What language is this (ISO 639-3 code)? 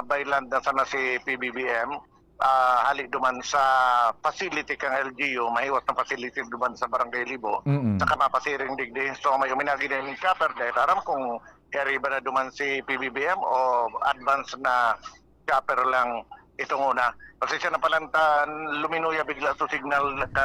bik